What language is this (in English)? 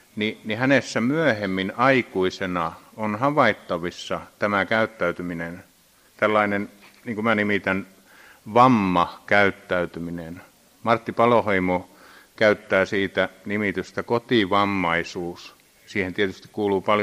Finnish